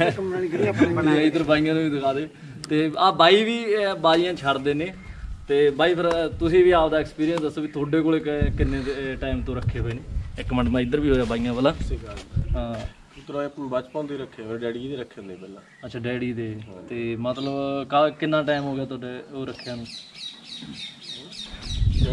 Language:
Punjabi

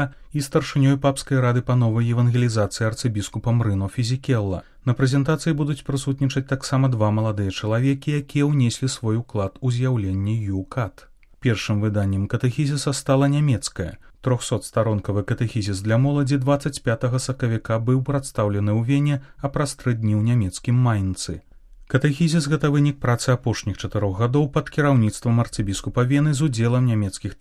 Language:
Belarusian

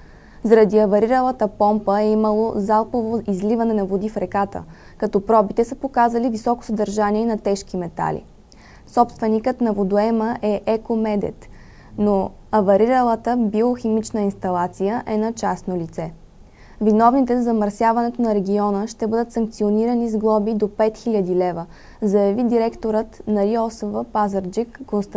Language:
Bulgarian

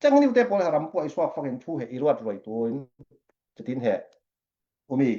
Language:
Falam Chin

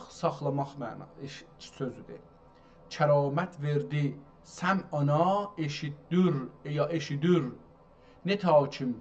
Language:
South Azerbaijani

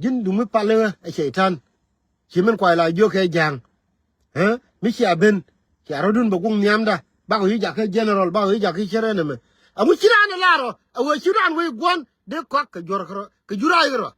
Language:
Nuer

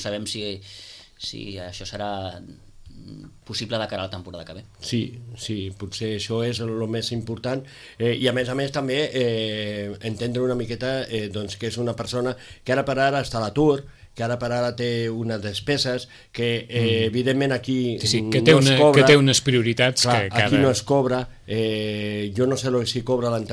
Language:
Catalan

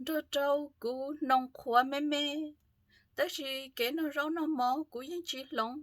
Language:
Hmong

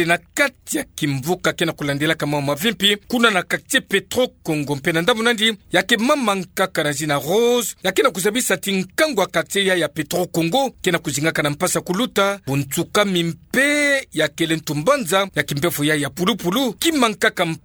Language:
Kituba (Democratic Republic of Congo)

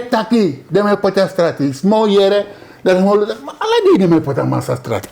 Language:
Sranan Tongo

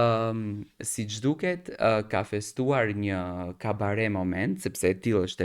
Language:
Albanian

